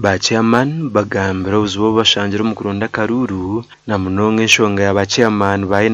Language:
Nyankole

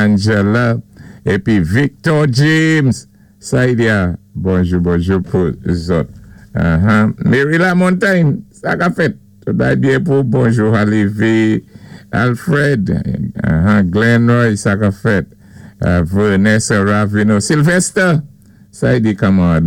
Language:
Saint Lucian Creole French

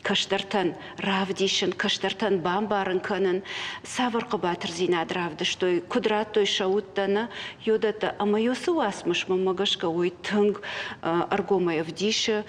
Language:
Ossetic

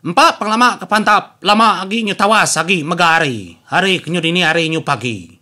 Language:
Iban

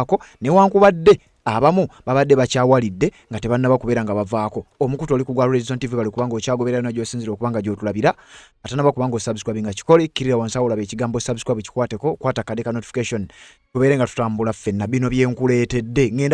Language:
Ganda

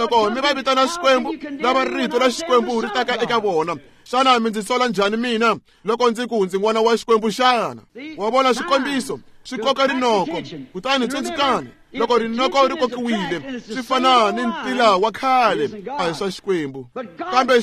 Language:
Tsonga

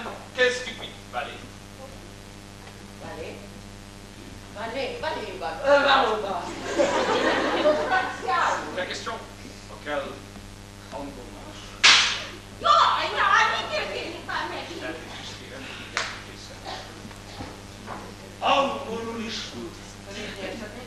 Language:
Hungarian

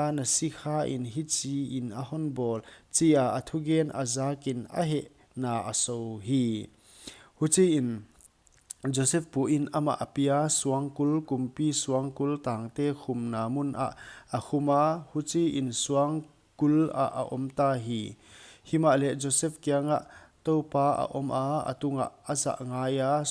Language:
Paite Chin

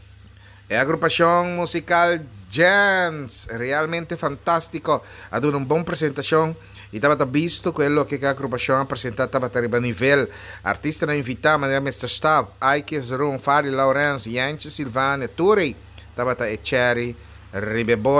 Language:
Papiamento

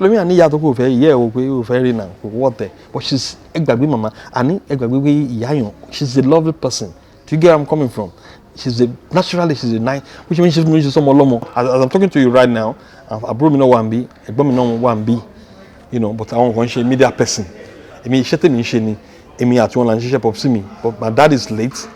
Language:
Yoruba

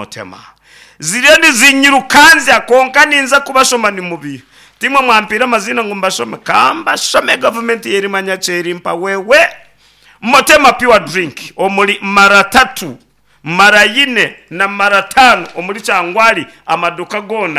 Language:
Nyankole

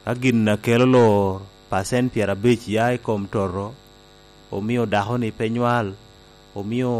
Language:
Lango (Uganda)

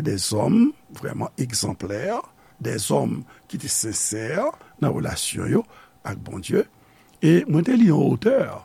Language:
Haitian Creole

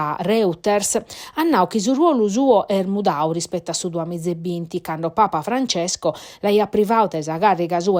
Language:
Sardinian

